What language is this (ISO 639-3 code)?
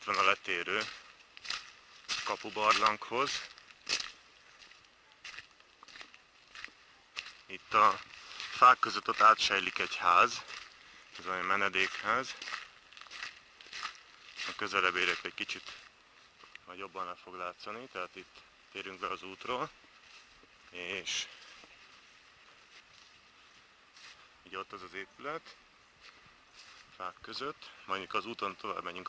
hun